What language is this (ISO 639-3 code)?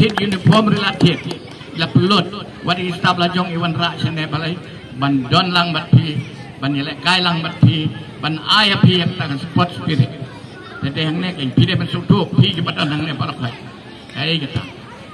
kha